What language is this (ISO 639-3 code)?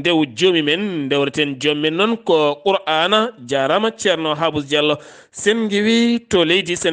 ful